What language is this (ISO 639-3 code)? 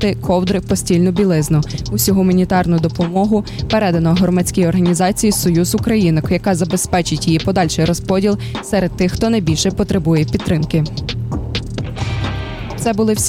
ukr